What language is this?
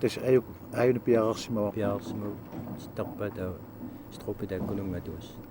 Kalaallisut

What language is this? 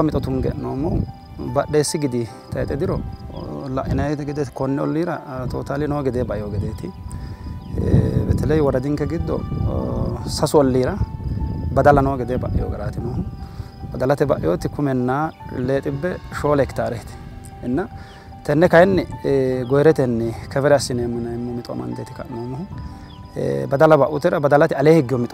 Sidamo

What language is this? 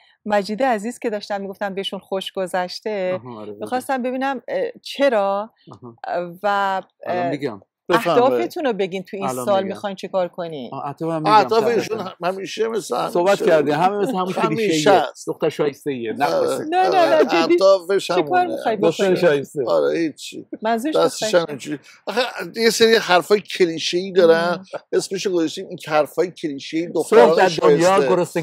Persian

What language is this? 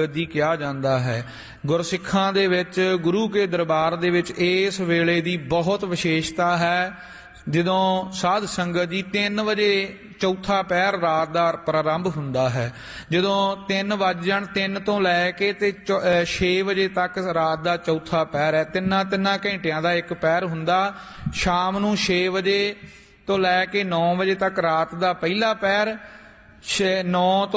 Punjabi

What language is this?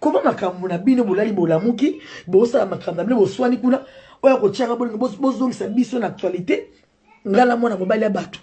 Lingala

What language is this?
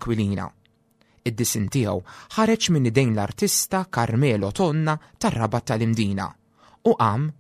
Maltese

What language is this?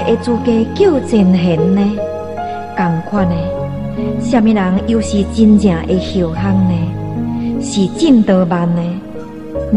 Min Nan Chinese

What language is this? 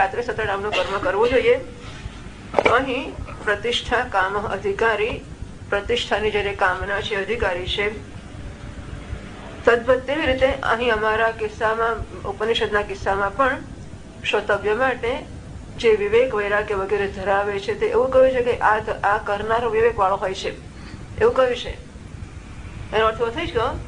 Gujarati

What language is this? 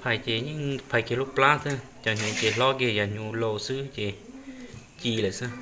Hmong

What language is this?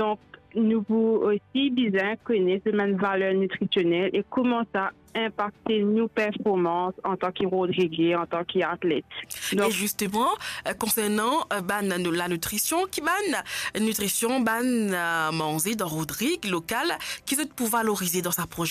Morisyen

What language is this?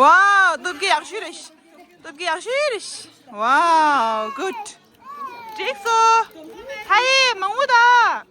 Tibetan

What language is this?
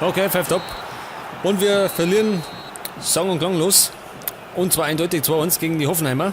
Bavarian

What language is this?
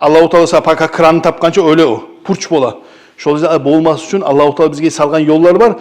Kumyk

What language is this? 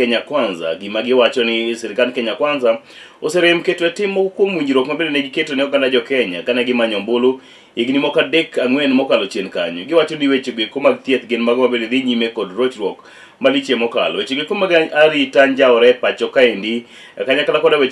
Luo (Kenya and Tanzania)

